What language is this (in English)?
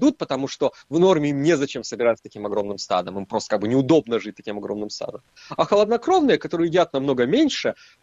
Russian